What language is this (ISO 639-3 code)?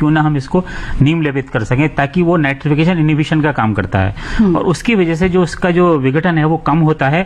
hin